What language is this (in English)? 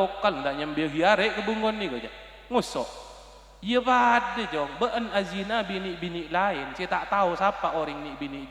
Madurese